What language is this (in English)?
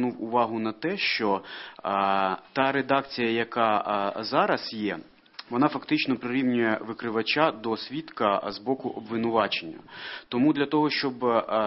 Ukrainian